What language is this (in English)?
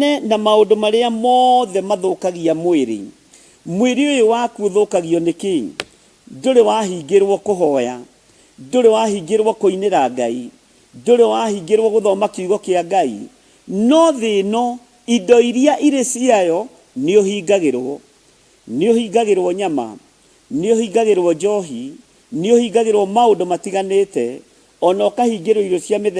Kikuyu